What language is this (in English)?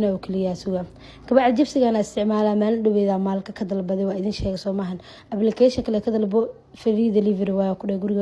Somali